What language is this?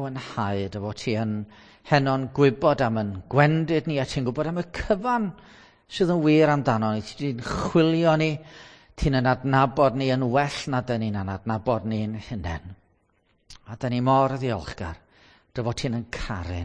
Welsh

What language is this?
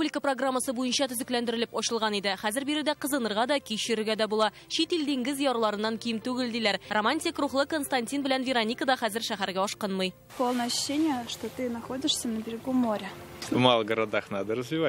Tatar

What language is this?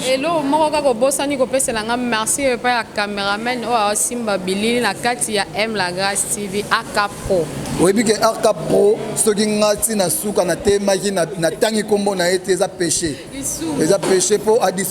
Lingala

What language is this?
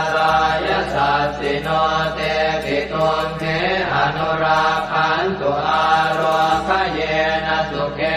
Pali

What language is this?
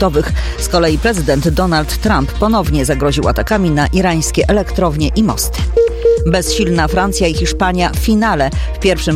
Polish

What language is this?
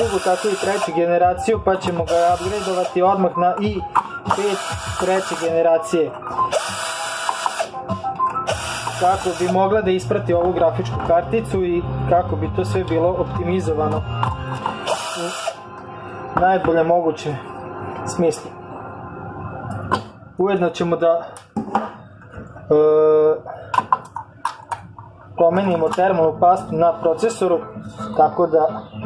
Serbian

